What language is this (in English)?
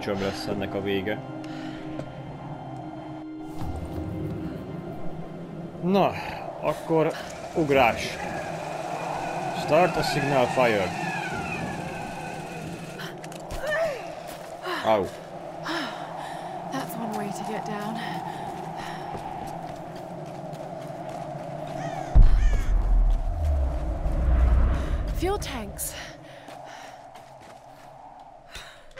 Hungarian